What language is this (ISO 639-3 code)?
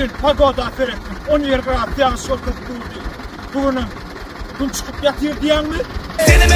tuk